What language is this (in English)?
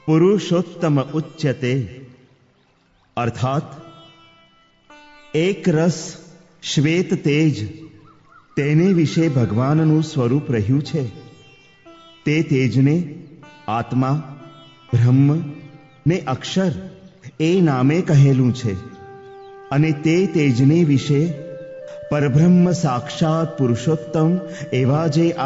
Gujarati